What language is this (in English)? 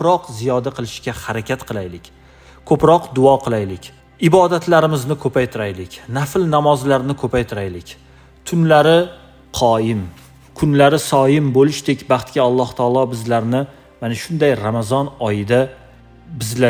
Uzbek